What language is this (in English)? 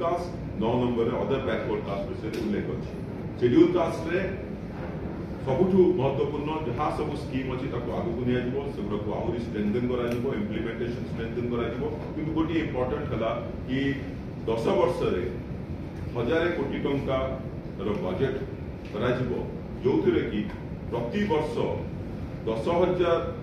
Odia